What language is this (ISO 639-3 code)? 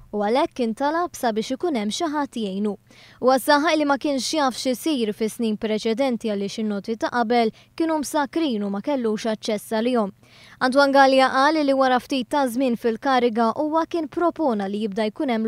mlt